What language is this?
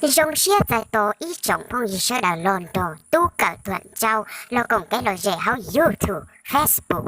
Hmong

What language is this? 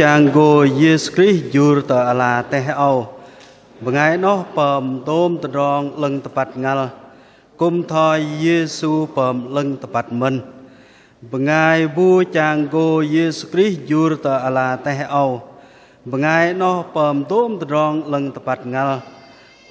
Bahnar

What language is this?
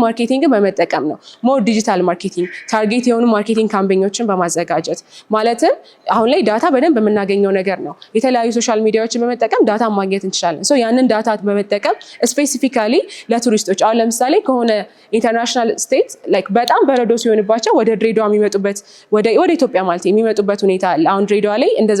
Amharic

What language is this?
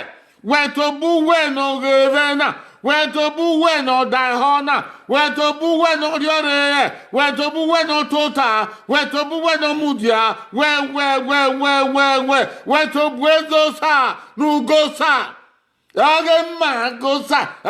Bini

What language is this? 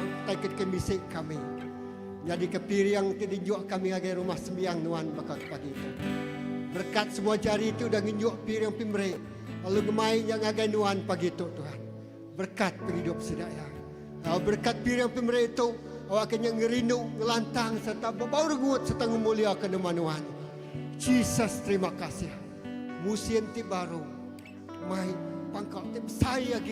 Iban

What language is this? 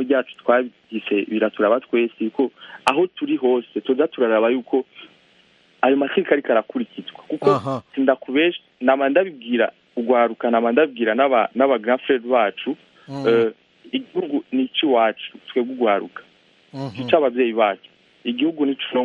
Rundi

